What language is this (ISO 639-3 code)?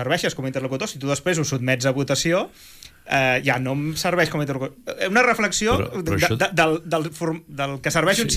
cat